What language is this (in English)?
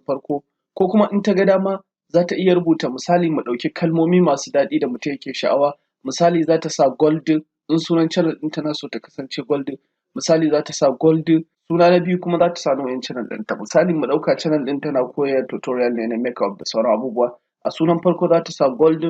Hausa